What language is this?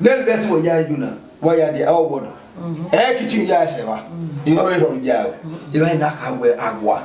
Bini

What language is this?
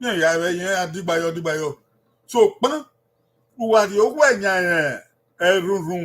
Bini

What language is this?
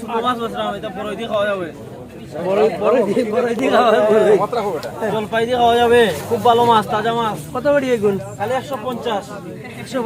Sylheti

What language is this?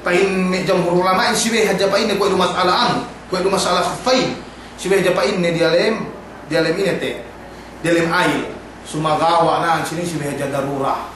Yakan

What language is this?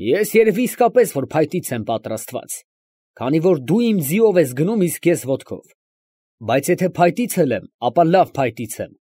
Armenian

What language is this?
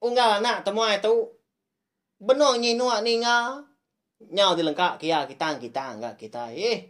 Iban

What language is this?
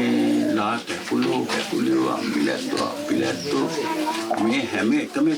Sinhala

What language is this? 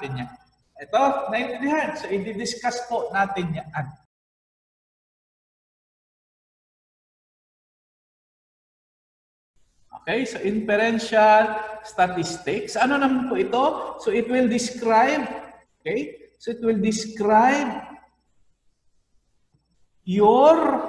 Filipino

